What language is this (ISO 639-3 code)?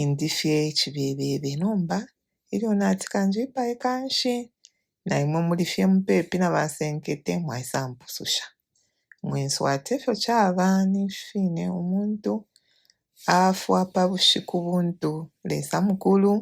bem